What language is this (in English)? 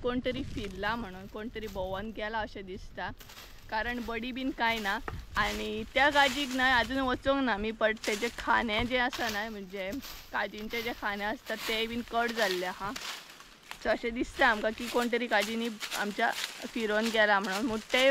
Konkani